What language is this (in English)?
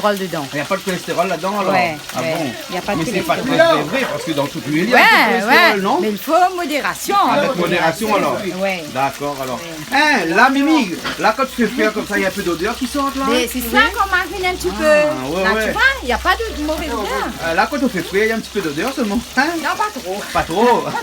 Réunion Creole French